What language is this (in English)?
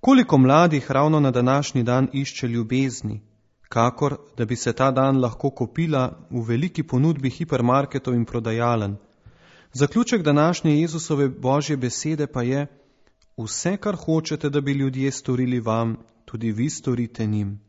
Slovenian